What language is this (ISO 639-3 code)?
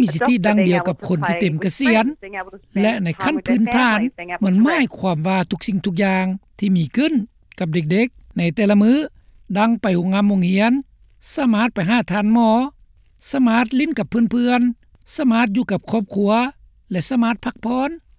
lao